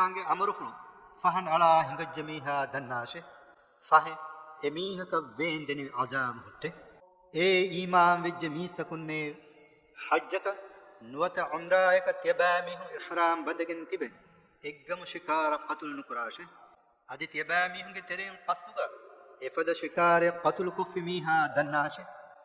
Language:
Divehi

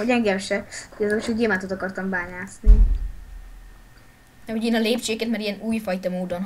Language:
Hungarian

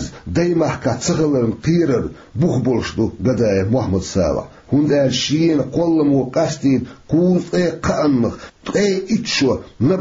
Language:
Chechen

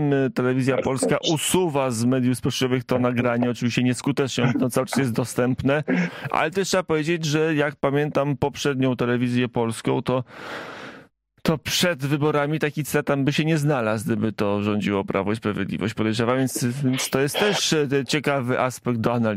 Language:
Polish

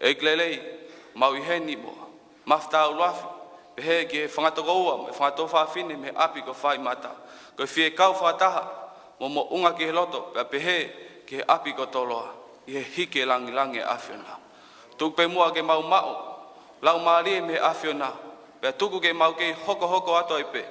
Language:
Tongan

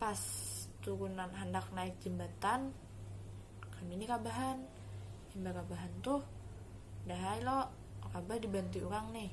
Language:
Banjar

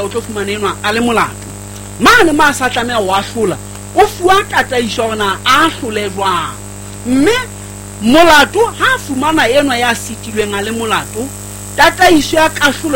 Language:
Southern Sotho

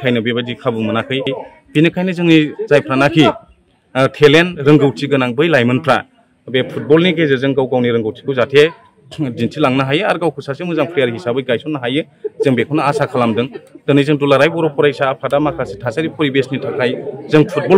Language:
Bodo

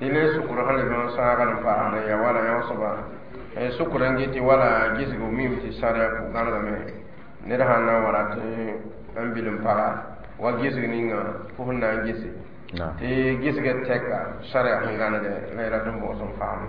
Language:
Mossi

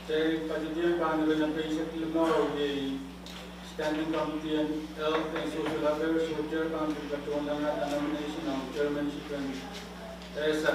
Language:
Pohnpeian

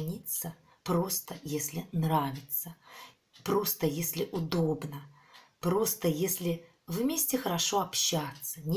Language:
Russian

